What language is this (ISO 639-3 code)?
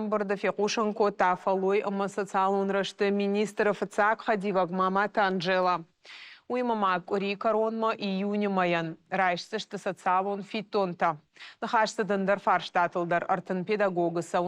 oss